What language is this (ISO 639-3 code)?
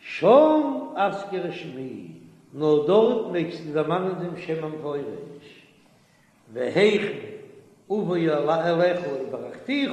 yid